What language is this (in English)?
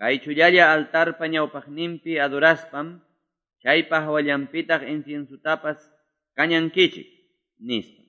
Quechua